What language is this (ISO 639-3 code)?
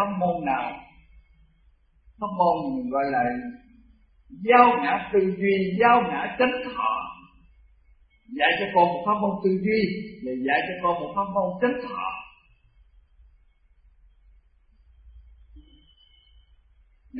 vie